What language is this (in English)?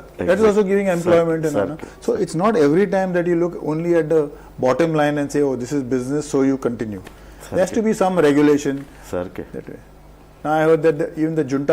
Konkani